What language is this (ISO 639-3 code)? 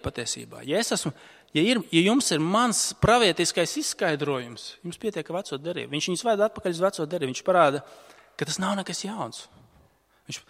lav